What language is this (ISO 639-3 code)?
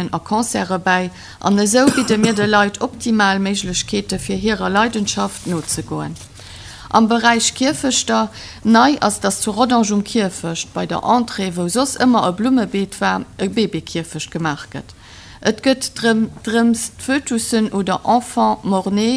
ltz